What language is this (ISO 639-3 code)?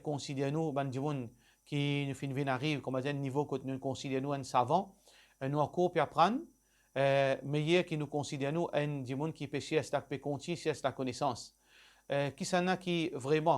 mfe